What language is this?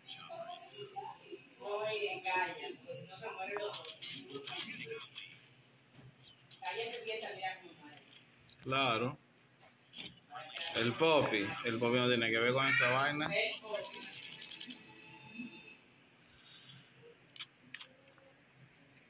Spanish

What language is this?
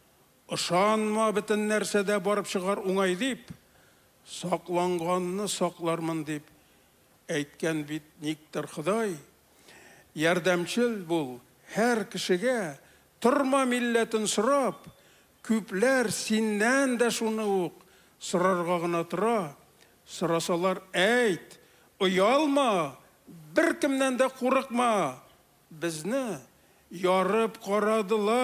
Tatar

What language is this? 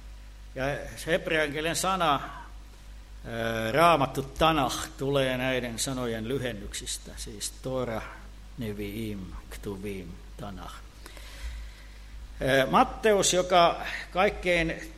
Finnish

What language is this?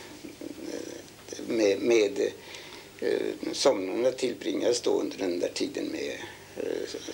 Swedish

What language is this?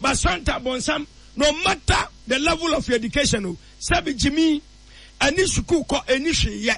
Akan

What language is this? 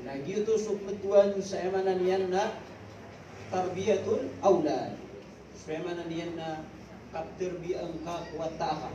Maranao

